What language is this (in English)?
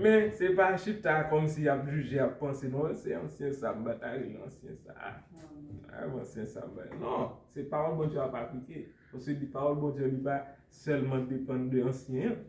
Haitian Creole